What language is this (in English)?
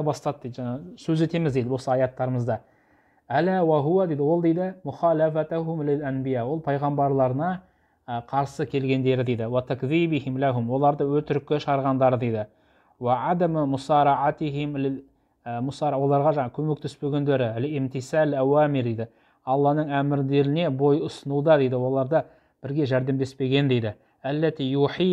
Kazakh